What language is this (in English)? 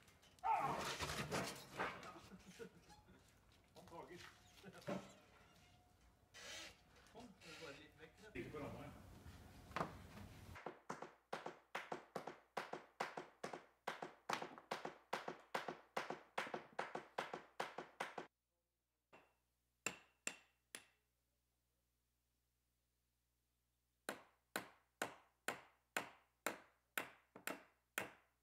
Norwegian